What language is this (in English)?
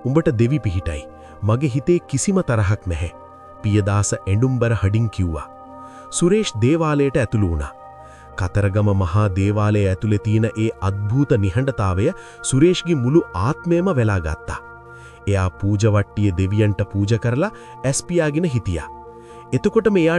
Sinhala